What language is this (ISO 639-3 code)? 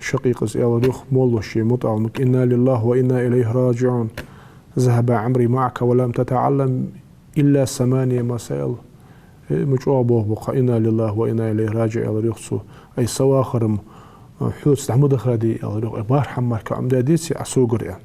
inh